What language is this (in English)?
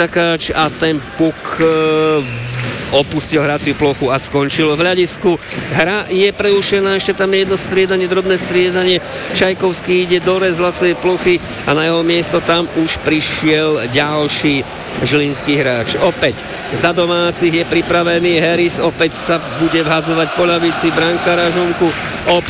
Slovak